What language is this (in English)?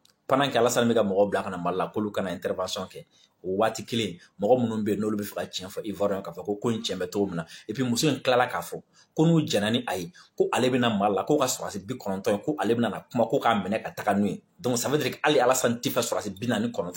Bambara